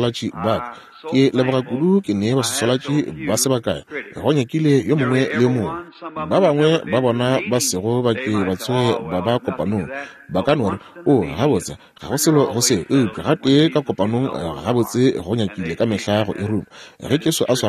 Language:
Northern Sotho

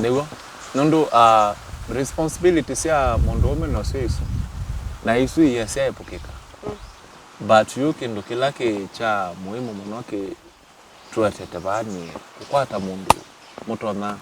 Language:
Kamba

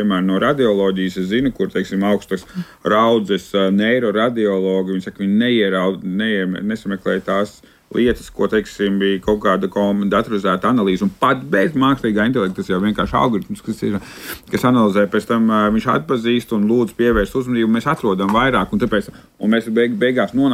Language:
Latvian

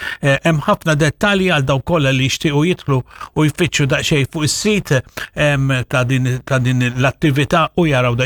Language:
Maltese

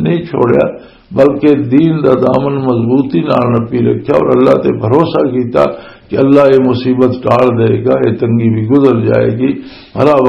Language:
Western Panjabi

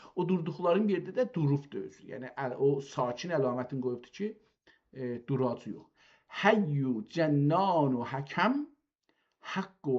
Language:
South Azerbaijani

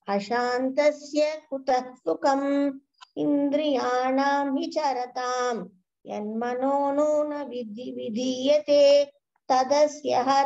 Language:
Sanskrit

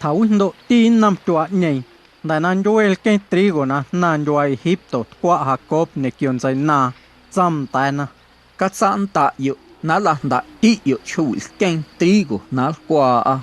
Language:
Guerrero Amuzgo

